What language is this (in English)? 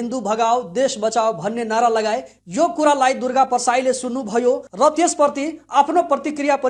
Nepali